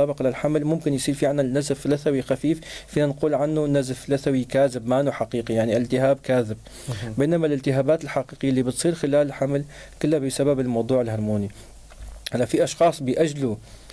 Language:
North Levantine Arabic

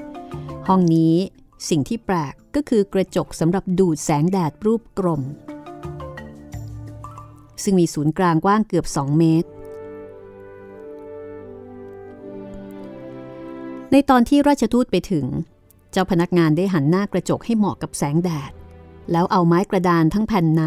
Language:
Thai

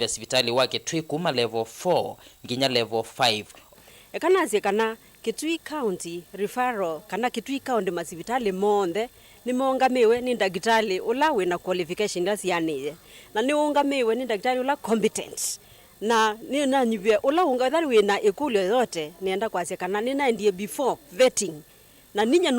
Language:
Kamba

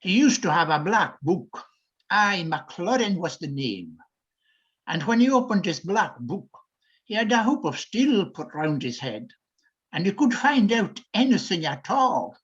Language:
Scottish Gaelic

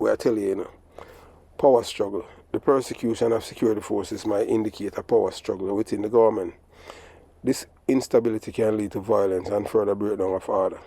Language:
Jamaican Creole English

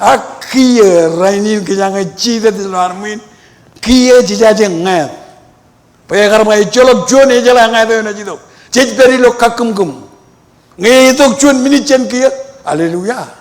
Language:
Marshallese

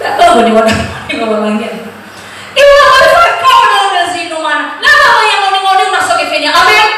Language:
Nias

